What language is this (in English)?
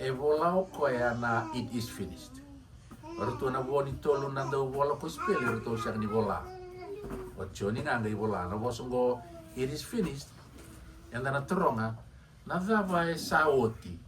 Fijian